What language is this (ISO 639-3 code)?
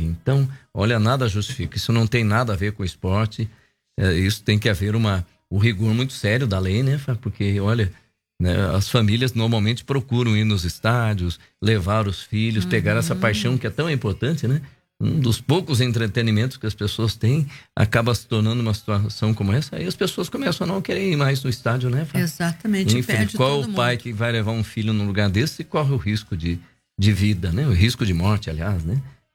por